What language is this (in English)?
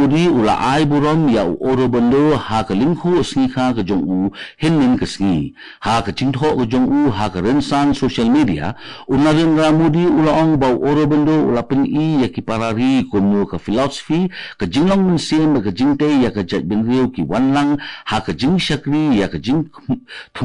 Khasi